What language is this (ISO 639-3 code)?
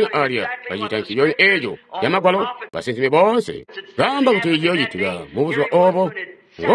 toi